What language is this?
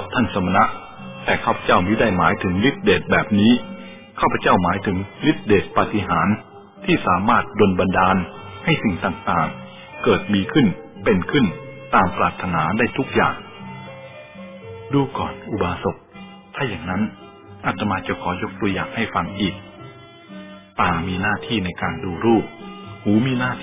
Thai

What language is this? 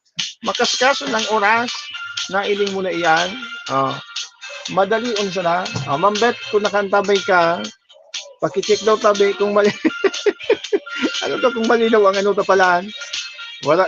Bikol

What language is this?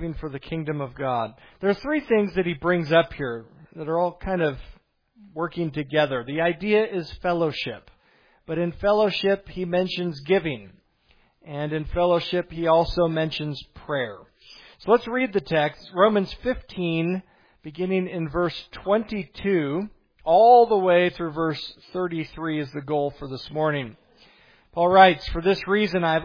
English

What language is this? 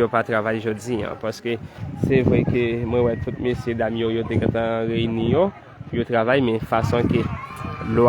Haitian Creole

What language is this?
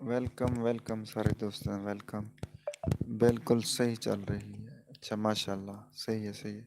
Saraiki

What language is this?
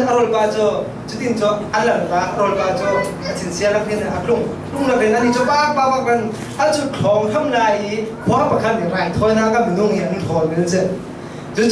Falam Chin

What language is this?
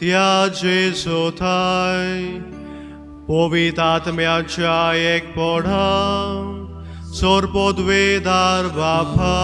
Konkani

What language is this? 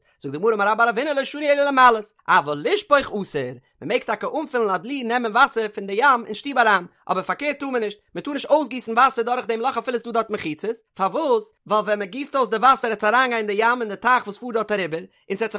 Yiddish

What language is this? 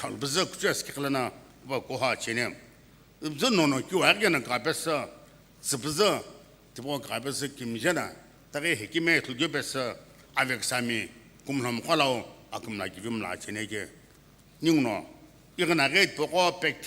Sumi Naga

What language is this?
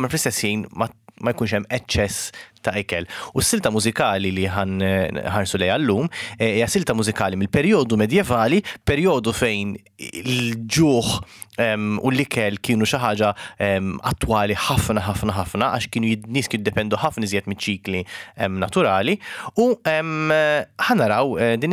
Maltese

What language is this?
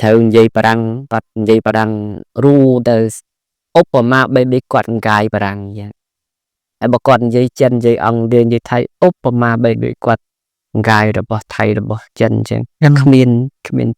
Khmer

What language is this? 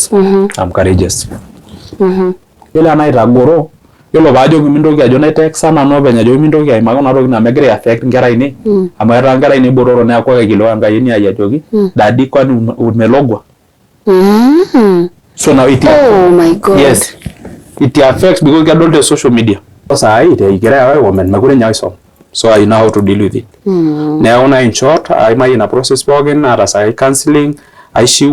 Masai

